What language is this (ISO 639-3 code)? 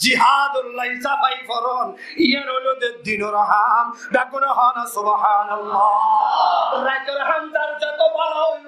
rhg